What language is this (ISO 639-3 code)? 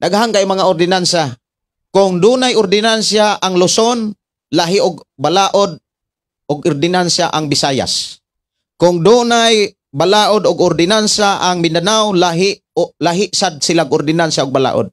ceb